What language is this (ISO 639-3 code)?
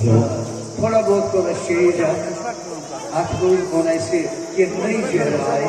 kas